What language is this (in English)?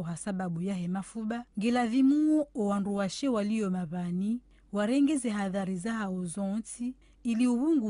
Ngazidja Comorian